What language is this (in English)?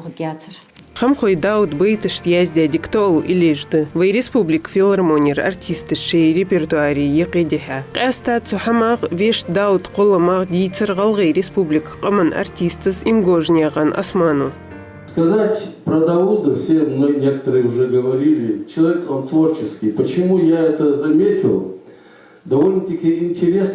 Ingush